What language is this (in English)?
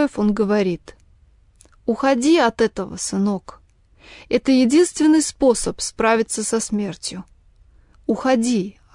Russian